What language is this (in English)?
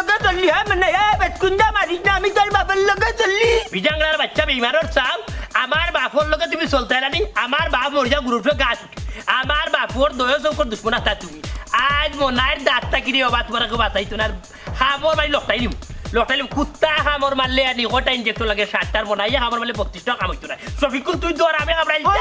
Sylheti